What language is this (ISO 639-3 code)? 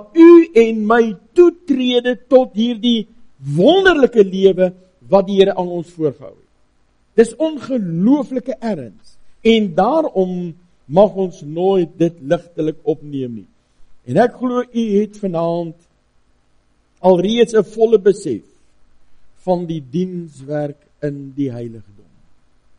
afr